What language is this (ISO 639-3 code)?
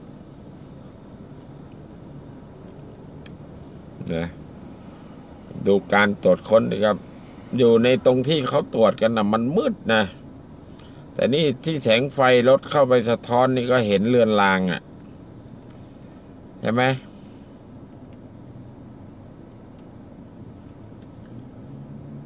tha